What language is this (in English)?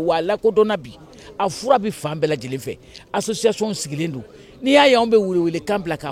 Bambara